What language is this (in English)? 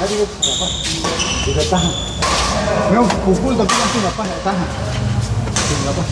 Ambonese Malay